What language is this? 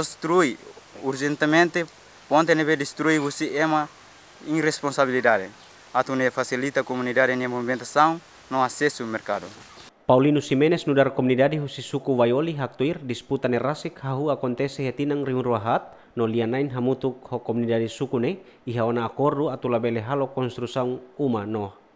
Tetum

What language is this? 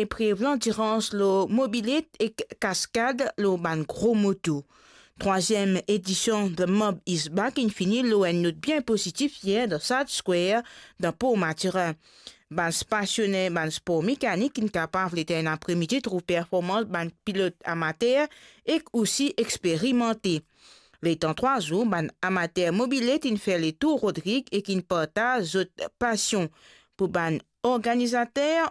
Morisyen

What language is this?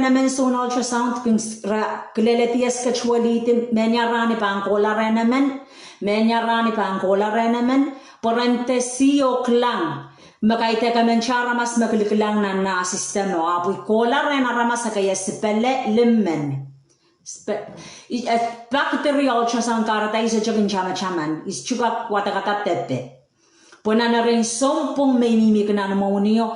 Pohnpeian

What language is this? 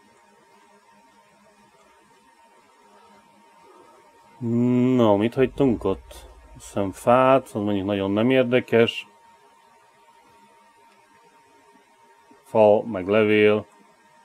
Hungarian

